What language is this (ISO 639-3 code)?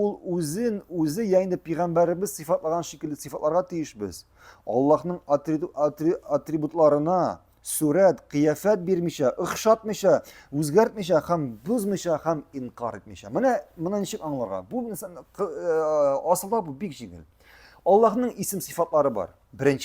tat